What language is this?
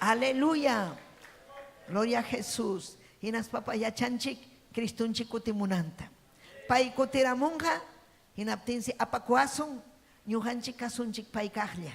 Ayacucho Quechua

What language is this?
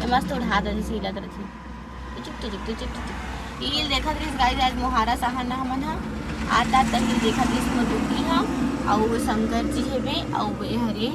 Chhattisgarhi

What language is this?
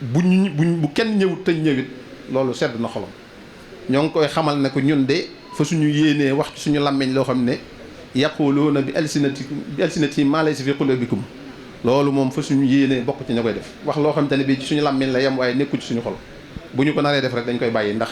Wolof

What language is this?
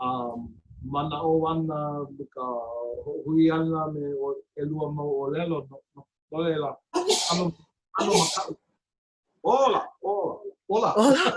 Hawaiian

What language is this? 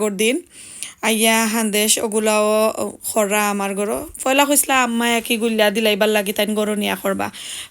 Sylheti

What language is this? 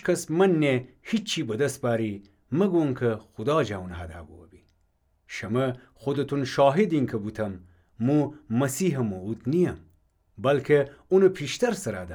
Gilaki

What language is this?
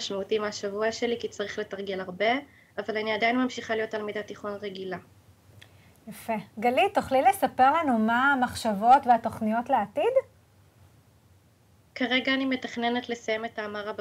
Hebrew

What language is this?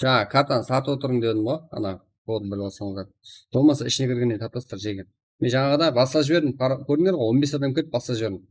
Kara-Kalpak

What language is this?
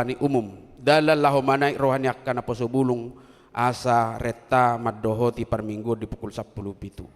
Batak Toba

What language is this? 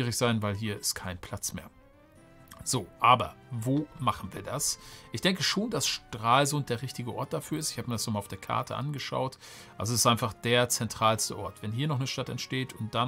German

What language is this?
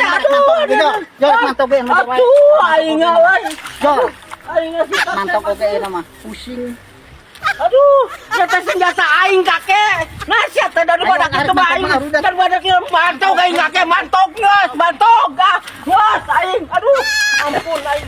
Sundanese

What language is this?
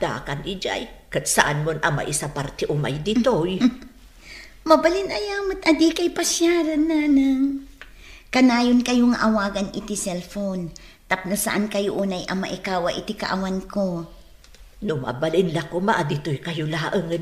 Iloko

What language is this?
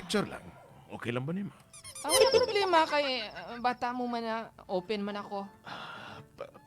Hiligaynon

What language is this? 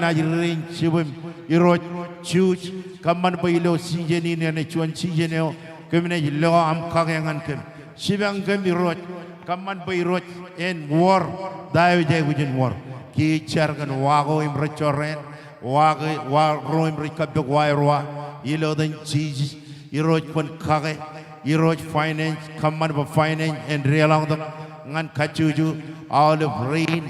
Marshallese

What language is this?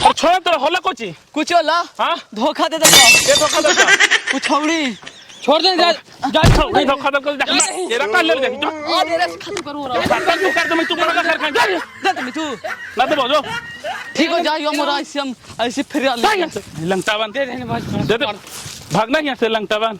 Magahi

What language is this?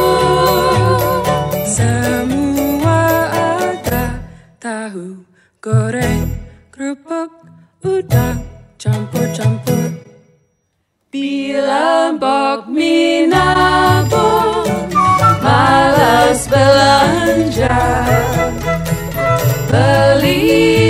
Indonesian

